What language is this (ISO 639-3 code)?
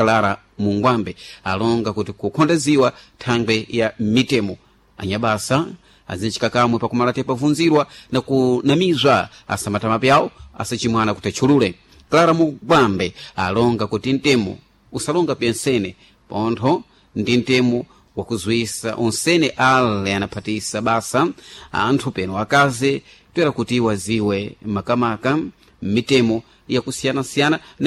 seh